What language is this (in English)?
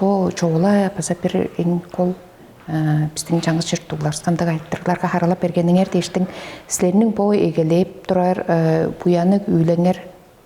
Tuvinian